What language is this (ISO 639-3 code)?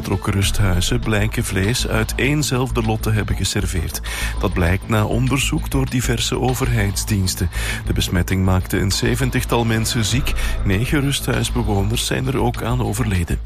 nld